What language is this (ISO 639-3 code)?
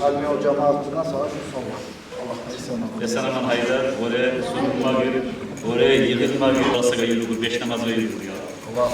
kum